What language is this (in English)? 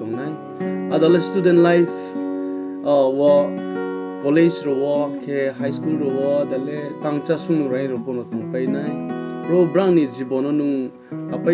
Riang (India)